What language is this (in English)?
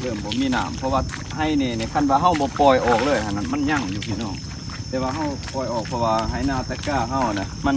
Lao